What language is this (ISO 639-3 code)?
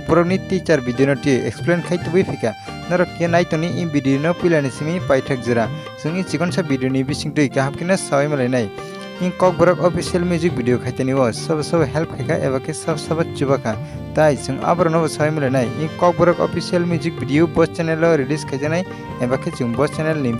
trp